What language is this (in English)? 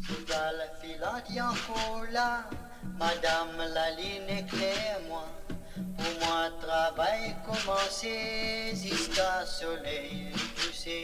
Morisyen